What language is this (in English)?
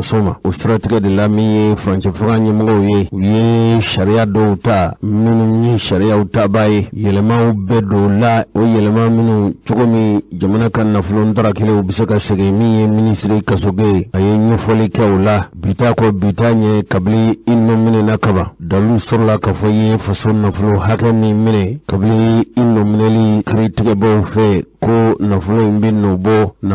Bambara